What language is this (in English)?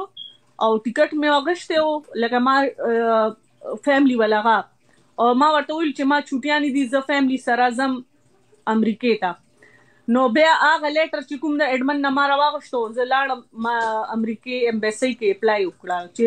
Pashto